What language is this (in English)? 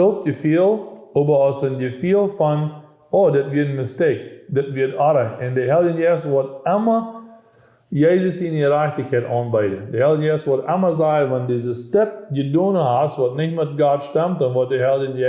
Plautdietsch